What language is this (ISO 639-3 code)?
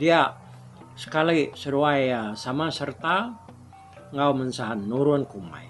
iba